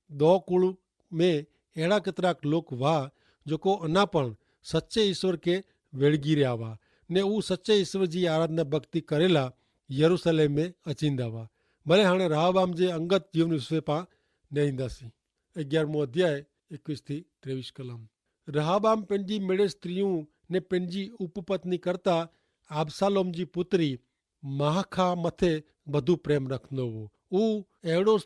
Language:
Kachhi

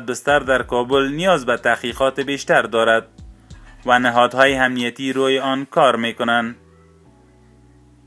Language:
Persian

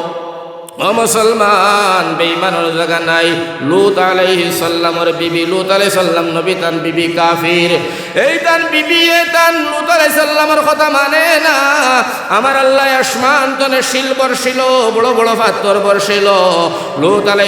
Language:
Sylheti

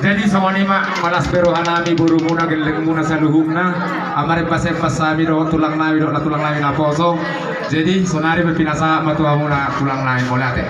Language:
Batak Toba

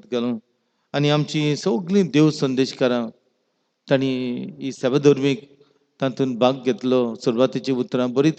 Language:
Konkani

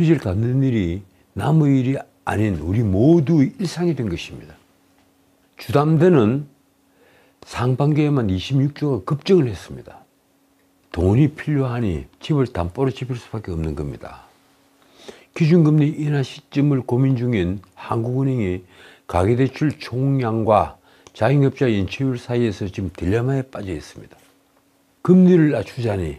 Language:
Korean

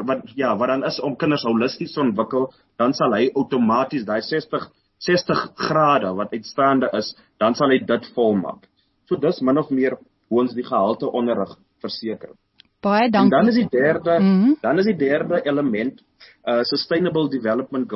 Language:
Afrikaans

